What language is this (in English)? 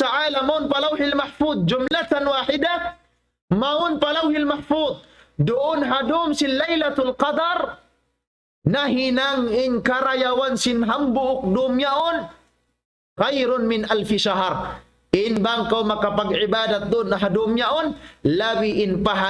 Tausug